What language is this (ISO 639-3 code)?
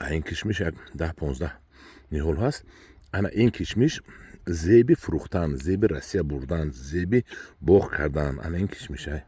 tgk